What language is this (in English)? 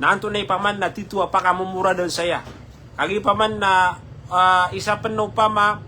Maranao